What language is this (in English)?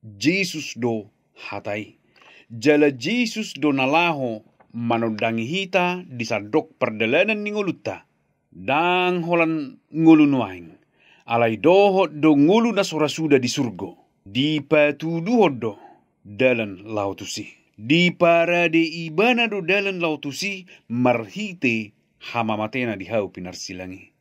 Batak Toba